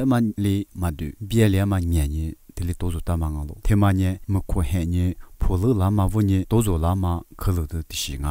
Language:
Lisu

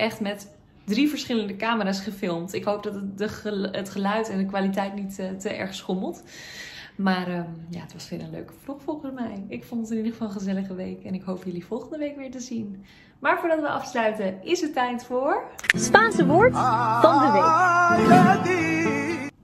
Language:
Dutch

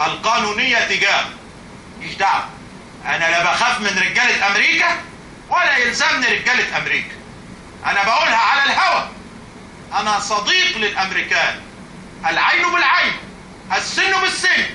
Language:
Egyptian Arabic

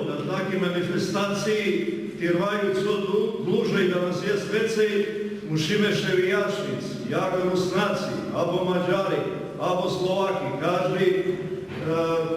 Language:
Rusyn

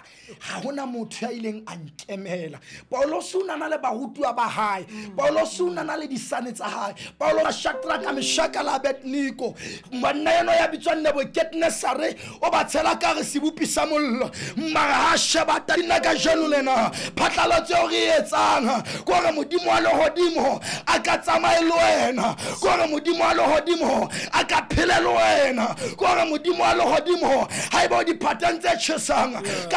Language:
Southern Sotho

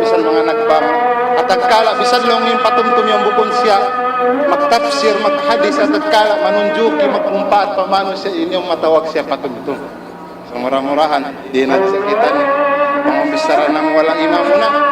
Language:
Tausug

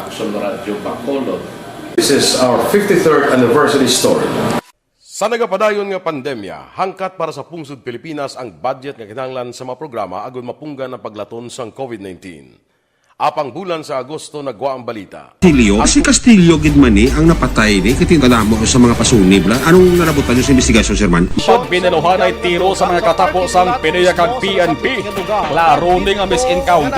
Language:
Hiligaynon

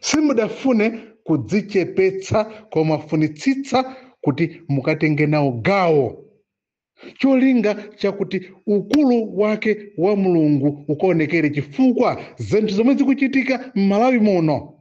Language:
Nyanja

